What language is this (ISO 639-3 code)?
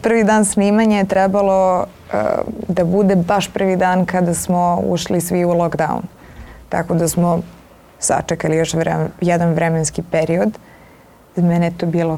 srp